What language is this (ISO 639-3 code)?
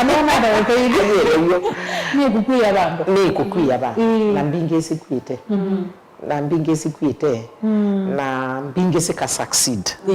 kam